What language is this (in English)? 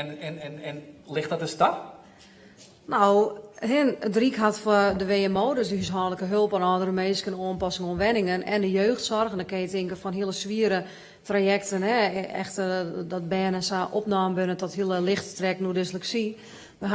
Western Frisian